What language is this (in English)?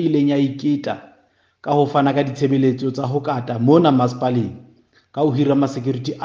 Southern Sotho